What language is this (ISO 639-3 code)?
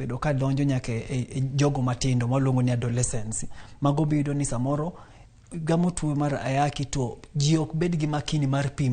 luo